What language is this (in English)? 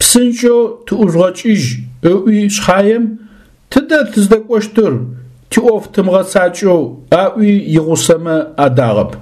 Adyghe